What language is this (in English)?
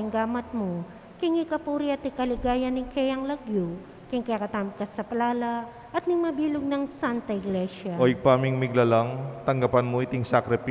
Pampanga